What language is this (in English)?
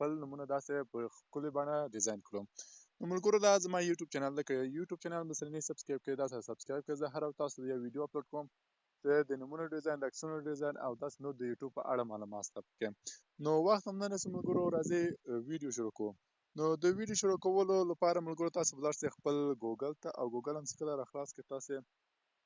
Pashto